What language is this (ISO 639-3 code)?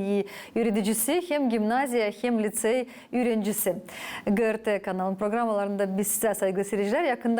gag